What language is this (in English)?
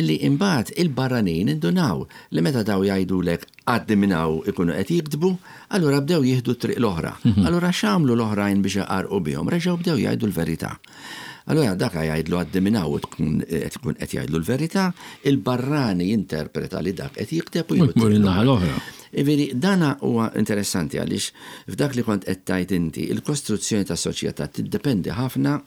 Maltese